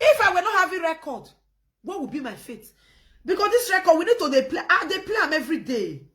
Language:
Nigerian Pidgin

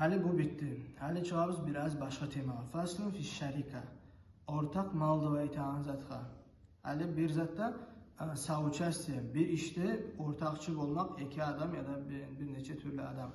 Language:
Kumyk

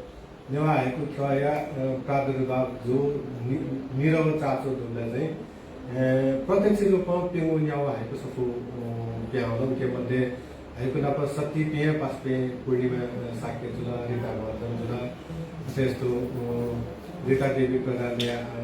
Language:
Newari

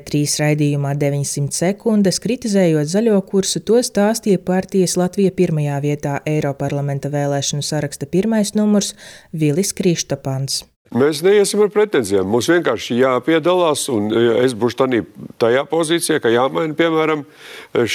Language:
Latvian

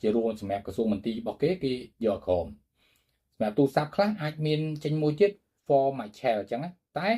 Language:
Khmer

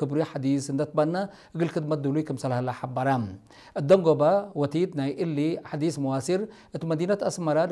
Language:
Tigre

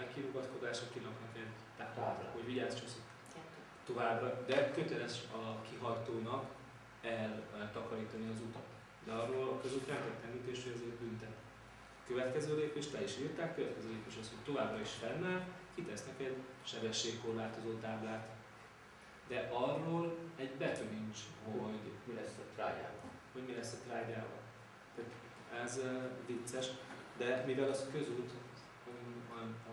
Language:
Hungarian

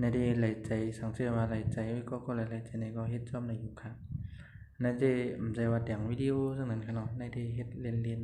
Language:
Shan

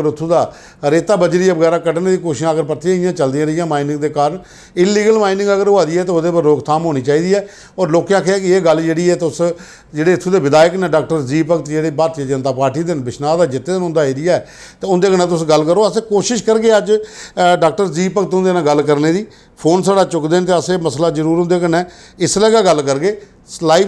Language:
Dogri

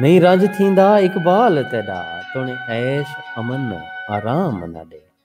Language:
Saraiki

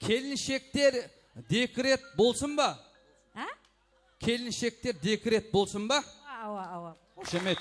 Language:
Kara-Kalpak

